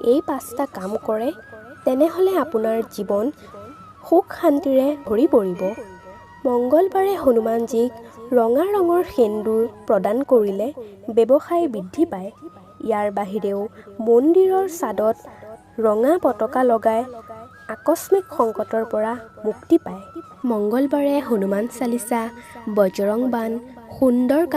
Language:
Assamese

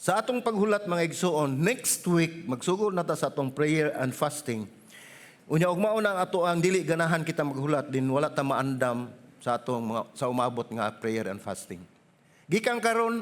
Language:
Cebuano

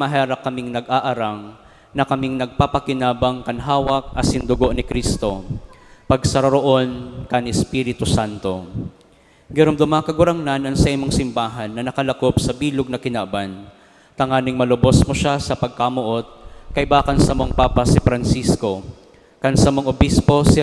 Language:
Bikol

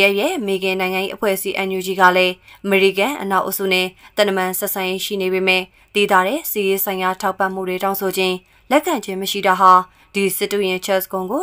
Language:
Burmese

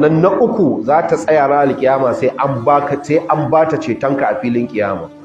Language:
Hausa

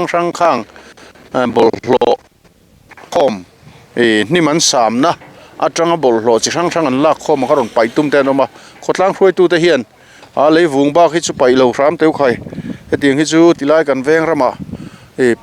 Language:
Mizo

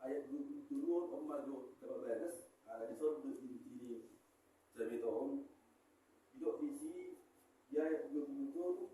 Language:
Batak Toba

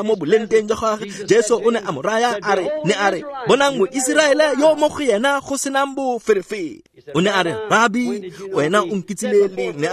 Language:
Tswana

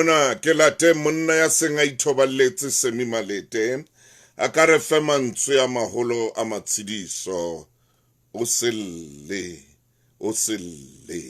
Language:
Southern Sotho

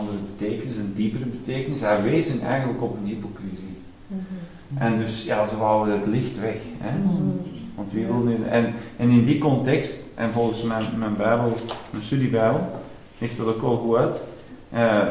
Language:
Dutch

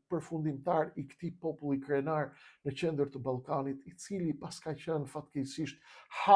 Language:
Albanian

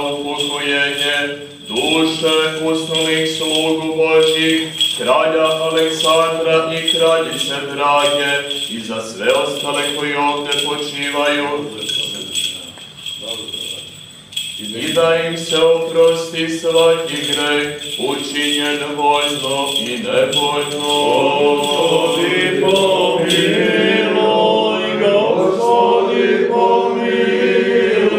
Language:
Serbian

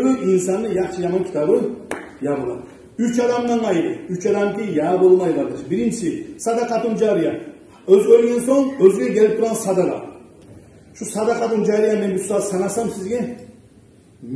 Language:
Kumyk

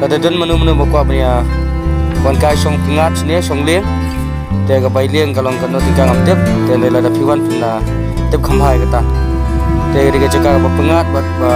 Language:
Khasi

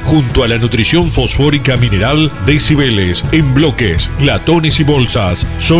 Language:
Spanish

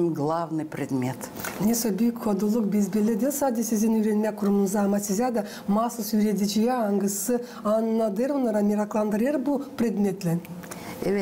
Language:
Gagauz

